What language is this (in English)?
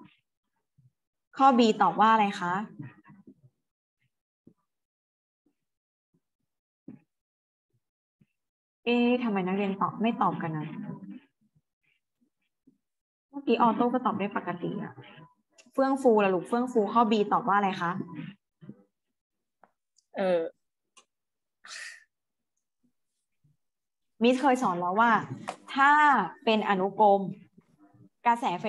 Thai